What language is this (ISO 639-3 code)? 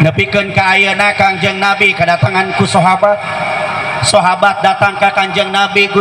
sun